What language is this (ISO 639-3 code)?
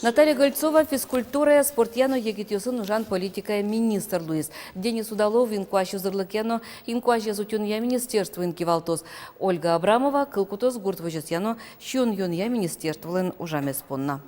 udm